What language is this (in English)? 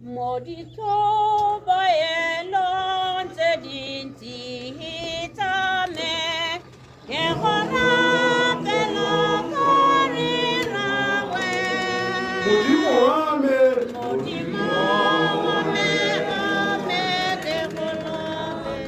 Tswana